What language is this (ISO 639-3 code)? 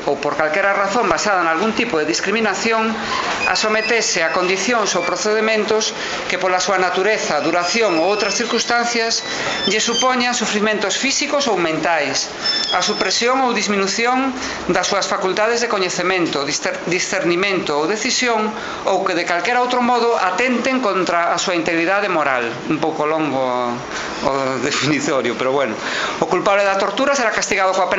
glg